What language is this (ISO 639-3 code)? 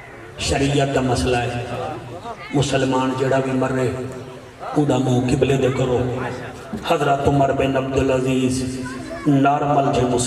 skr